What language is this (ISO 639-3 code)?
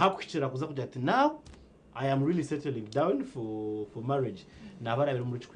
nyn